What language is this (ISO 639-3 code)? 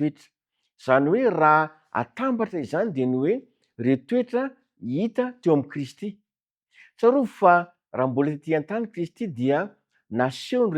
mlg